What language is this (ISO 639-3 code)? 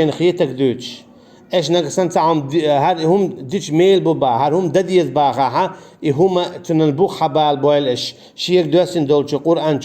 che